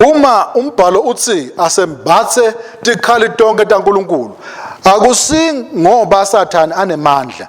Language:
Swati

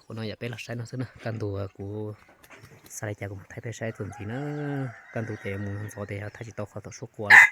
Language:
Hmong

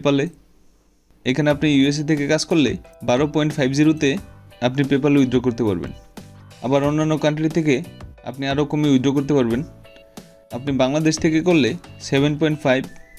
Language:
Bangla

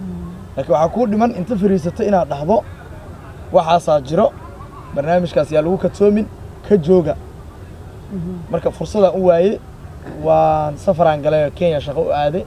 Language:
Somali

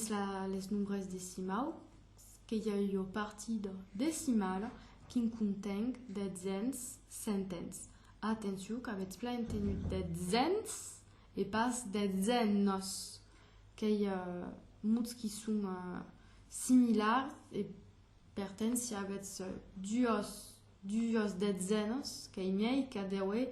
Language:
Occitan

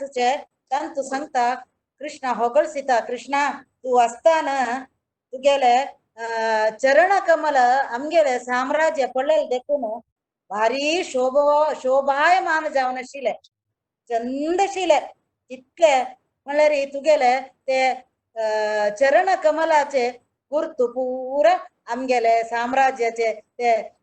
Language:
Konkani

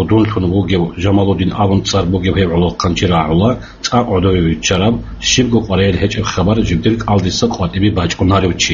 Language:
Avaric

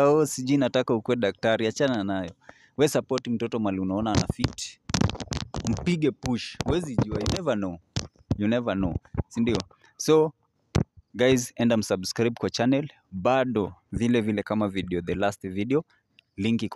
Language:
Swahili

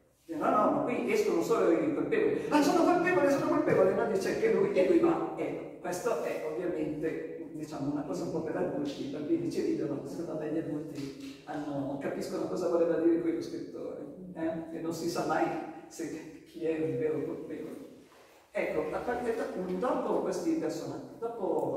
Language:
Italian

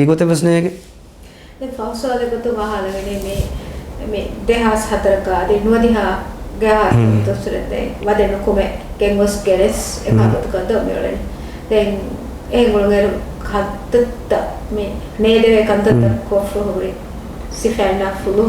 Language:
Divehi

